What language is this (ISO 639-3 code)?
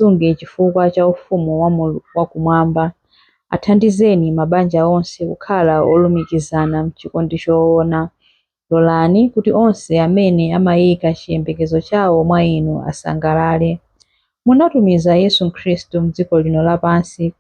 nya